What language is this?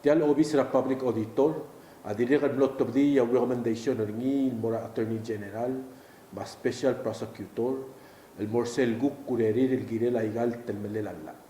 Palauan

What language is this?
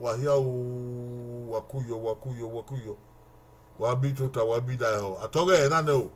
Bini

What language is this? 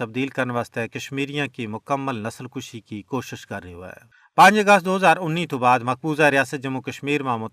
Gujari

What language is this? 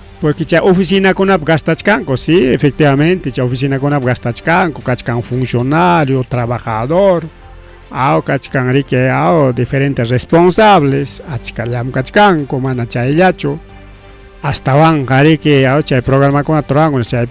Ayacucho Quechua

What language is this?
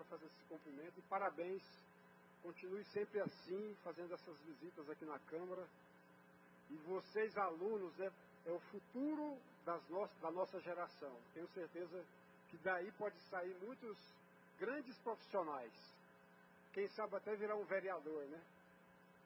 Portuguese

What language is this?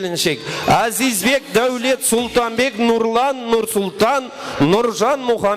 Kara-Kalpak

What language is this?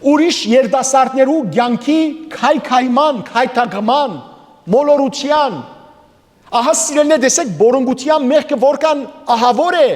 Western Armenian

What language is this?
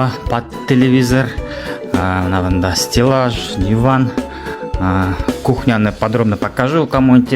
Bashkir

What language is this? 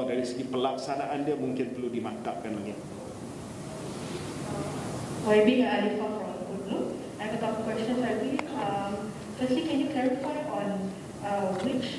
Malay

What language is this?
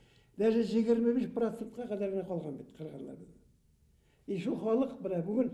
Bashkir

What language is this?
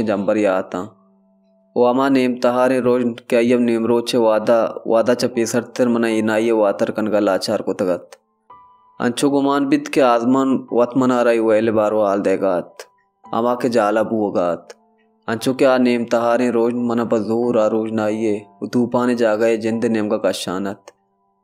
Baluchi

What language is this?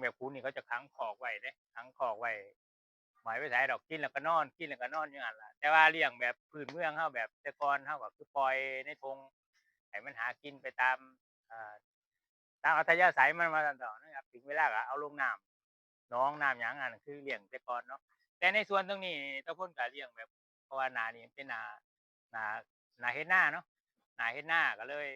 Northeastern Thai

